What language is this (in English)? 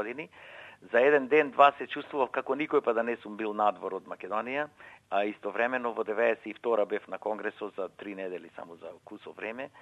Macedonian